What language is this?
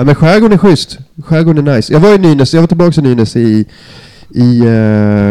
Swedish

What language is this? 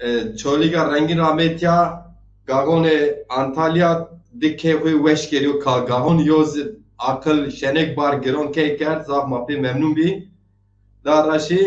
Zaza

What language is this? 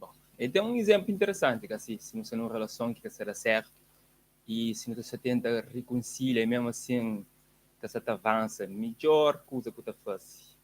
Kabuverdianu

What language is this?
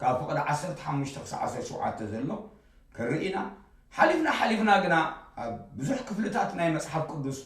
Tigrinya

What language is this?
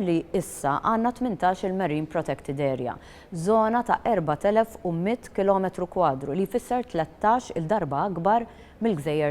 Maltese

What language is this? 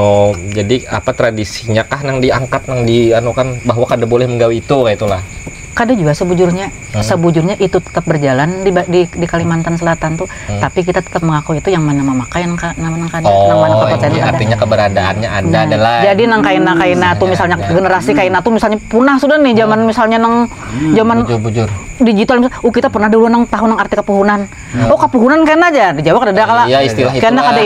Banjar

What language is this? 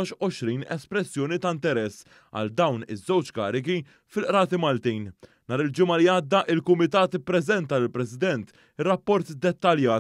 Maltese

